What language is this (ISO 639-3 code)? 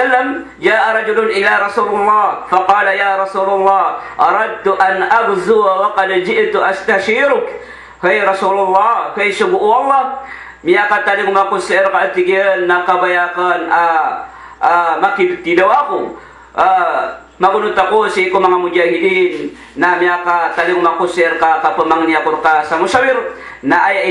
mrw